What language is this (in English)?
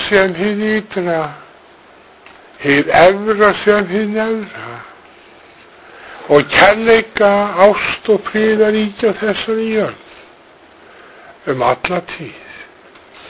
Icelandic